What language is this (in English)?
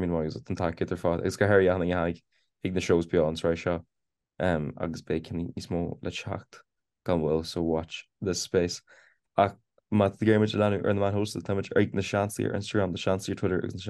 Irish